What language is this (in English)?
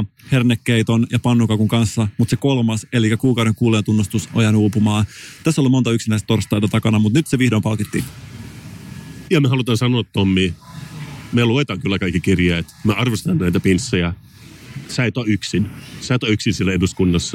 Finnish